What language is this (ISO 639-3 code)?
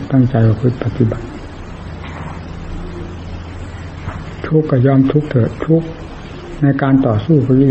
tha